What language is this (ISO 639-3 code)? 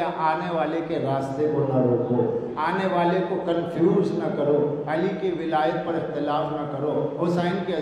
urd